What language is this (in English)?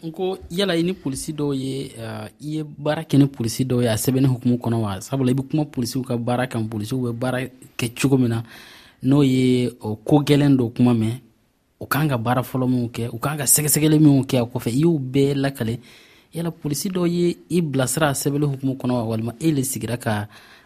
Dyula